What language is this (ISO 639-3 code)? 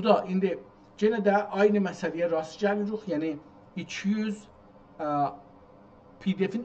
azb